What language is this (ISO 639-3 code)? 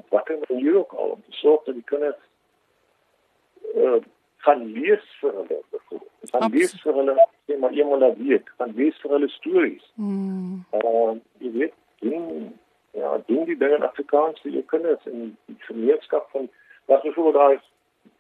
afr